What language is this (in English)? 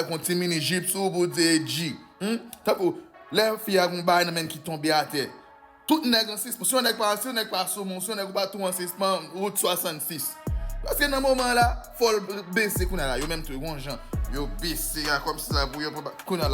Haitian Creole